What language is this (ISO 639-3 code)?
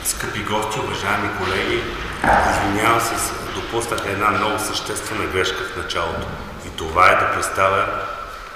bul